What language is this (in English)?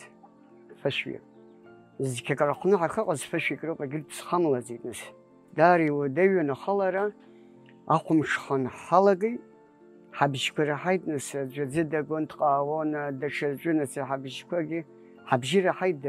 Abkhazian